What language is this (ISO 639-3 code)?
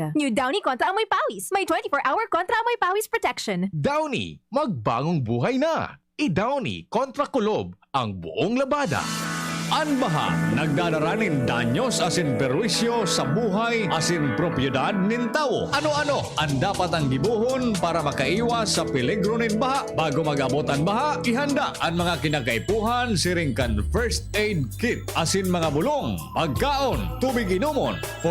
bik